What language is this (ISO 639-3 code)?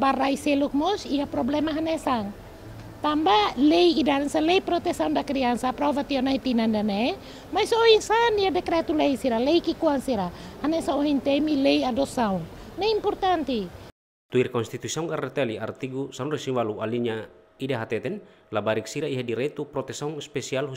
tet